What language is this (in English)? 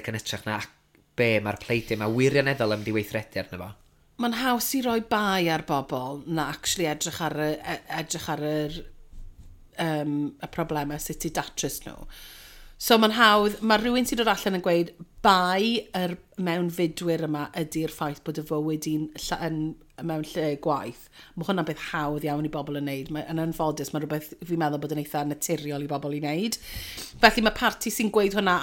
Welsh